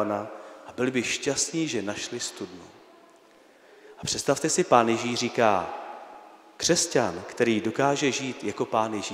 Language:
Czech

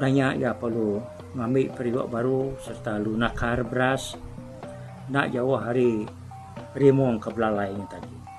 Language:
Iban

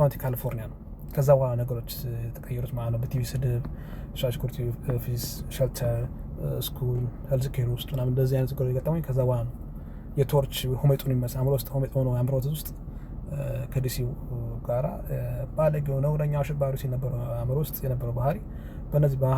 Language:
Amharic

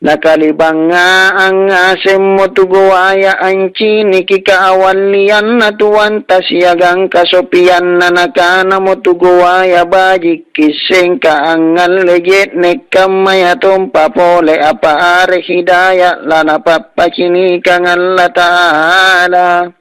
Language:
Makasar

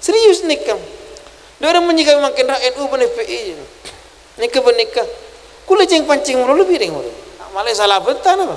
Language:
Madurese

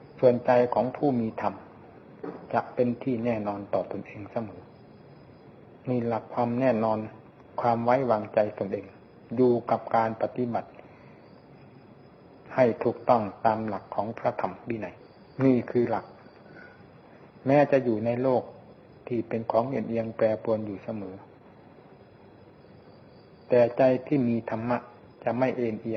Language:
Thai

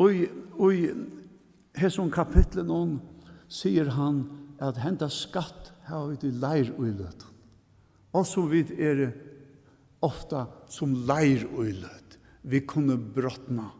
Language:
Faroese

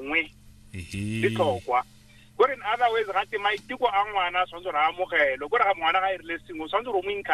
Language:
Tswana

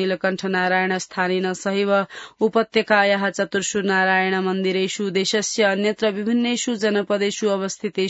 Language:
Sanskrit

